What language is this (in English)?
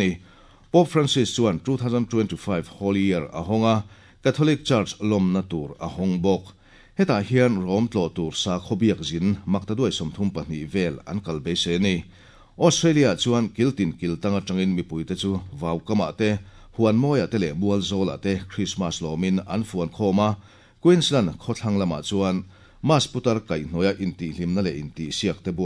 Mizo